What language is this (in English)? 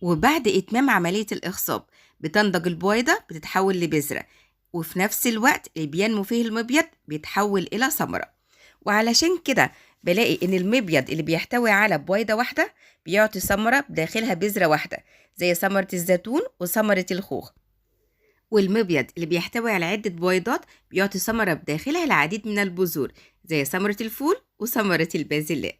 Egyptian Arabic